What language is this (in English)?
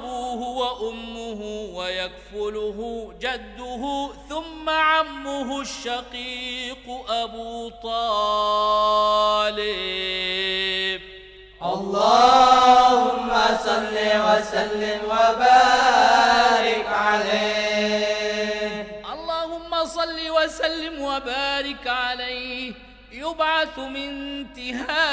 Arabic